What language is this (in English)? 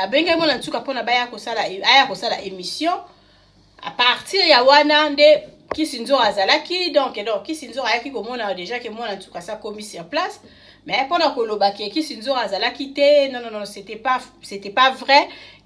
Lingala